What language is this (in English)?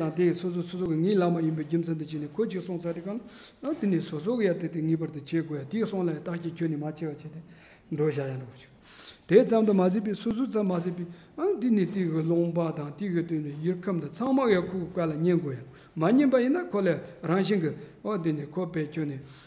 Tibetan